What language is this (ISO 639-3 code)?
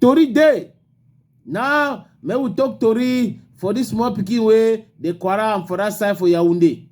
wes